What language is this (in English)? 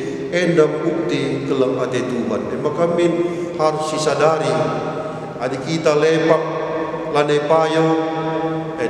Batak Karo